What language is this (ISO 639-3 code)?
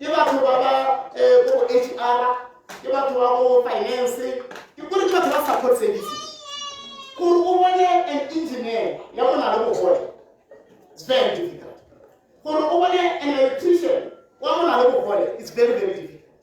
tsn